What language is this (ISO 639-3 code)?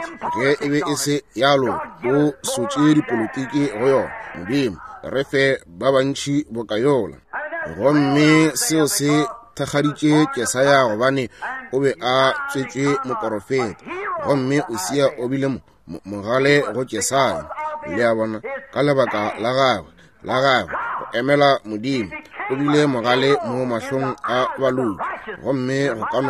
nso